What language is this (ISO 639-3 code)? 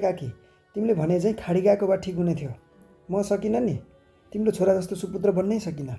nep